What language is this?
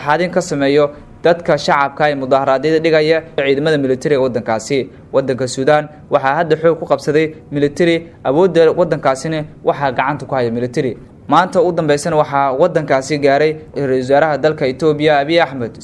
Somali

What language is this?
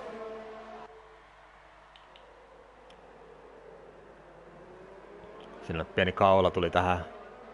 Finnish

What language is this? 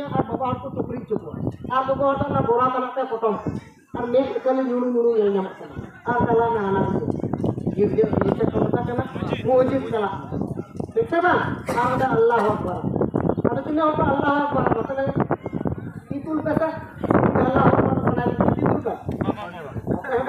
Santali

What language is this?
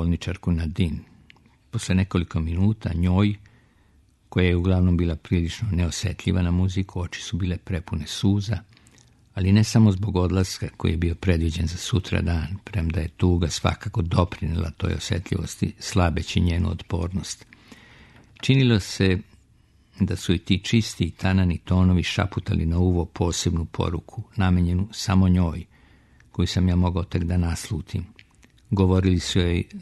Serbian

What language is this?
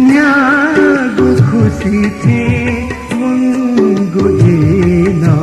Newari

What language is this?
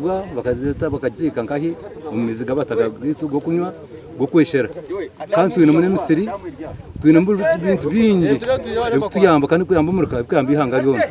Nyankole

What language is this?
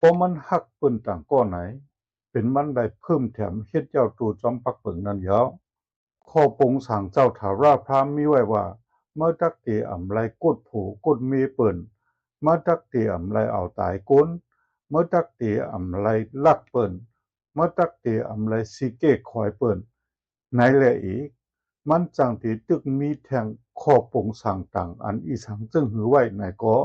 Shan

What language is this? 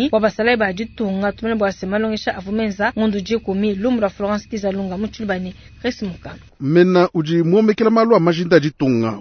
Luba-Lulua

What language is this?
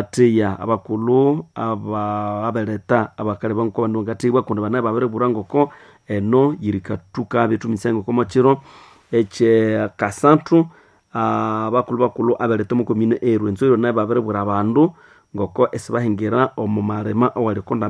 Nande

